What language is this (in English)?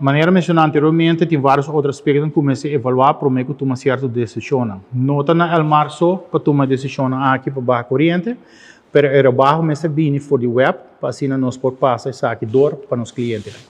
Papiamento